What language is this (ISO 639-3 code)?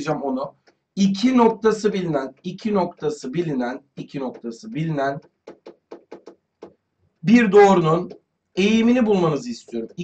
tur